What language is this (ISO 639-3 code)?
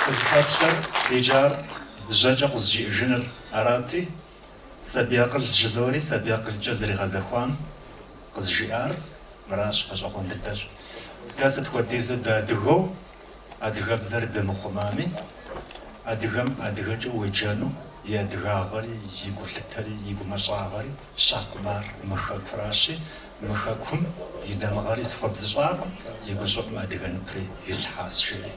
kbd